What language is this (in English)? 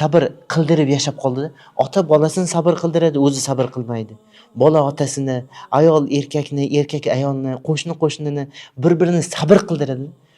Uzbek